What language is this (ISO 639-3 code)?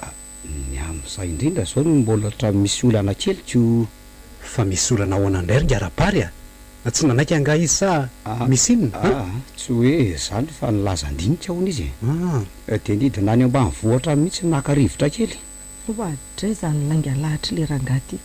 mlg